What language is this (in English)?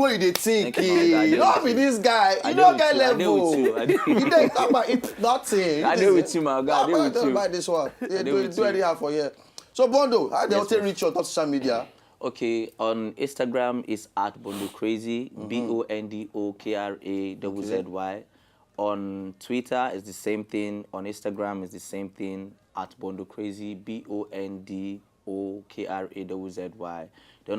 Nigerian Pidgin